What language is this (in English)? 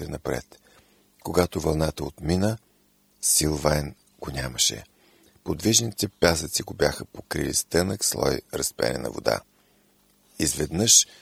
Bulgarian